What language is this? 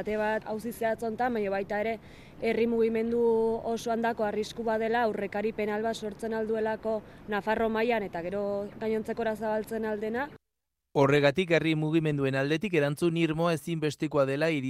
Basque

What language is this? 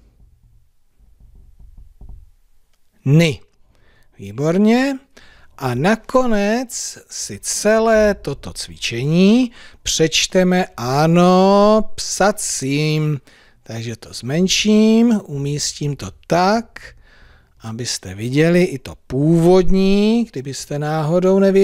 Czech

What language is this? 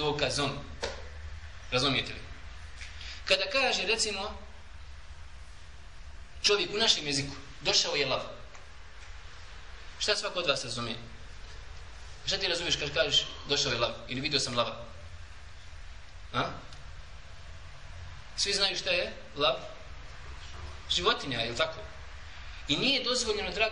Bosnian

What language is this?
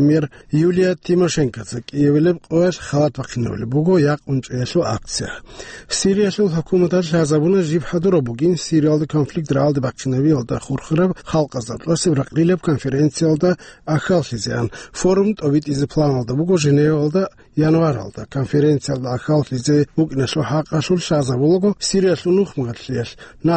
Avaric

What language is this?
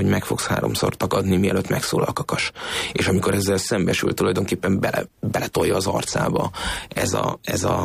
Hungarian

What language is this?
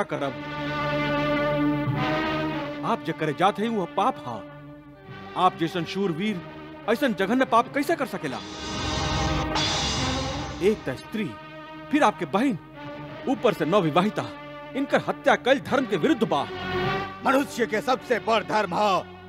Bhojpuri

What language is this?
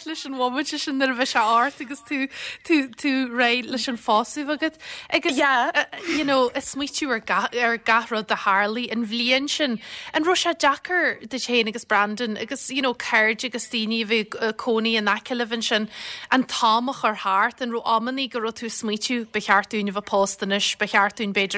Irish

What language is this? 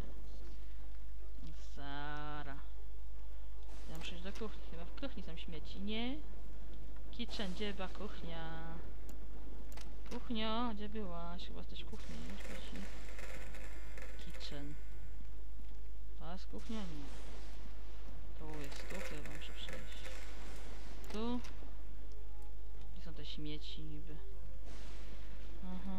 Polish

